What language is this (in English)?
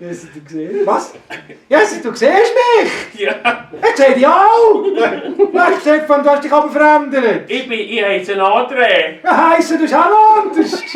Swiss German